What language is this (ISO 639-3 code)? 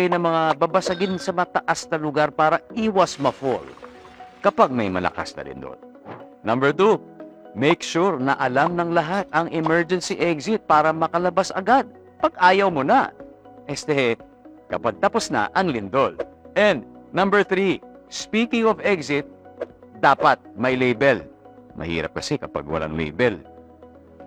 fil